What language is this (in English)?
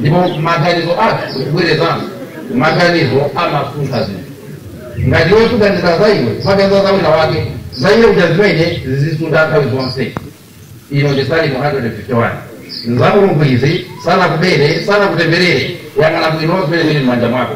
Nyanja